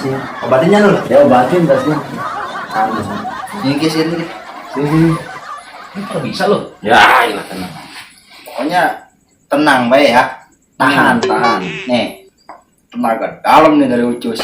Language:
Betawi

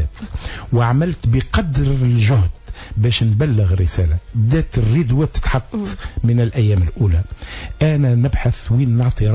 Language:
Tunisian Arabic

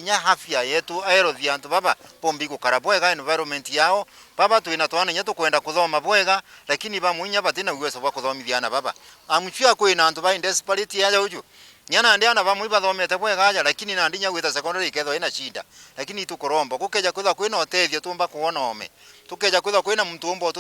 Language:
Meru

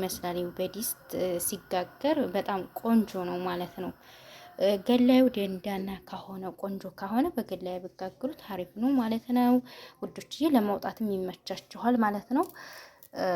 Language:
Amharic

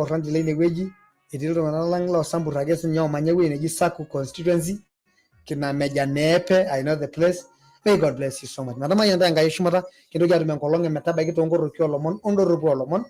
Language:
Masai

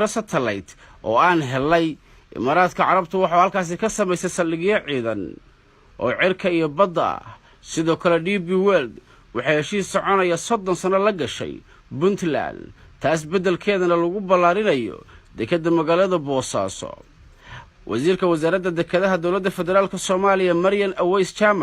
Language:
Somali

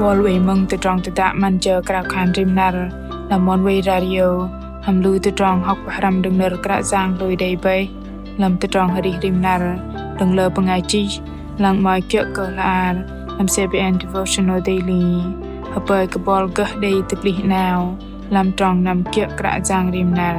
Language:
Bahnar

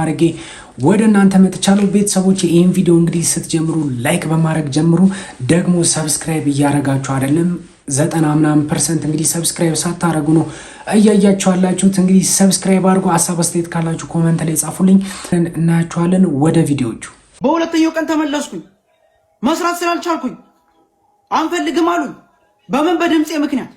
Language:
Amharic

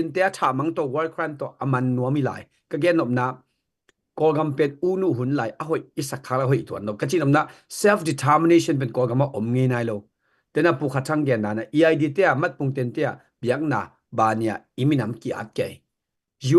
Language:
Tedim Chin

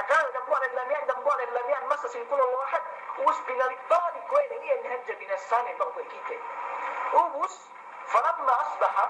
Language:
Yakan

